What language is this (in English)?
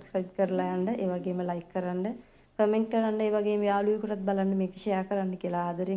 Sinhala